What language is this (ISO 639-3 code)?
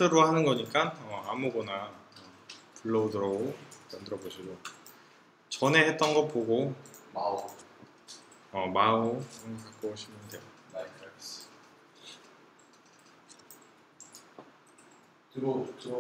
kor